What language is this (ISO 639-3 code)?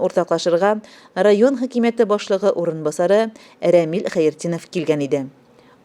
tat